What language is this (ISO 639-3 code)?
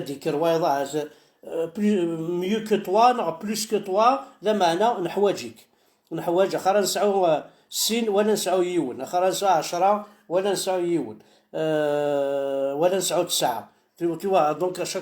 kab